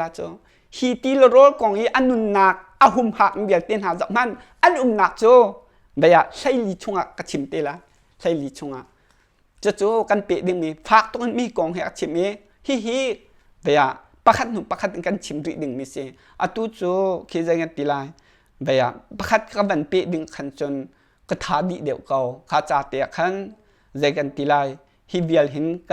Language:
Hakha Chin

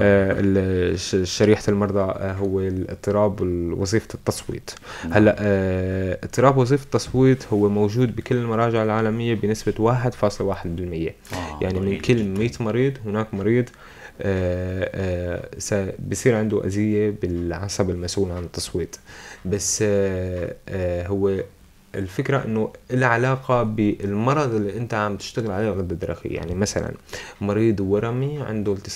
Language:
North Levantine Arabic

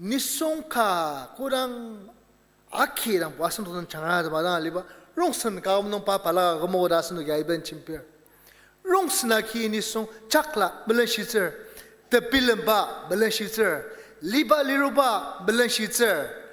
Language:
Ao Naga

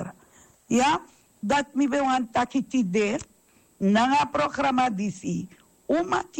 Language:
Sranan Tongo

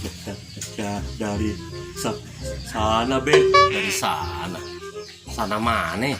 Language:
Betawi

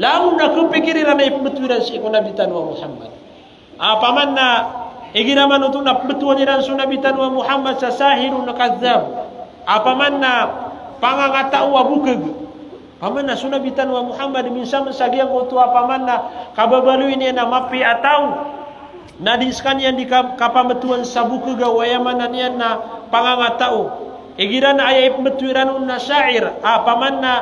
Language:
Maranao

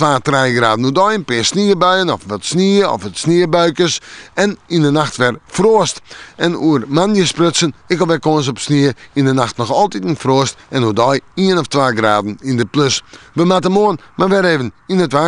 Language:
Western Frisian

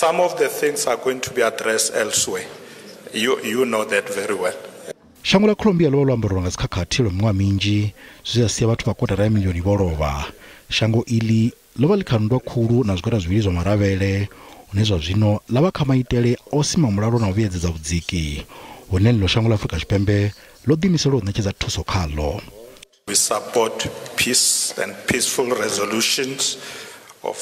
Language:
Venda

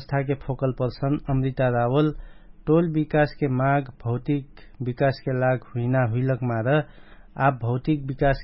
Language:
Dangaura Tharu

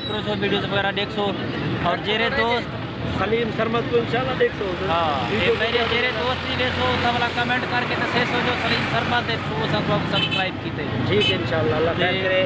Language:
Saraiki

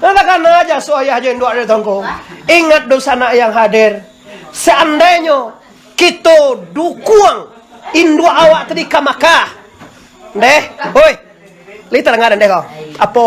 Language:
Minangkabau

